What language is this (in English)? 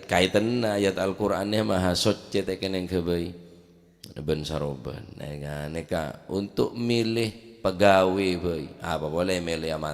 Madurese